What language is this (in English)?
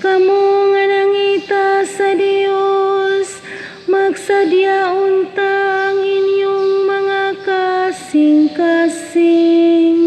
Cebuano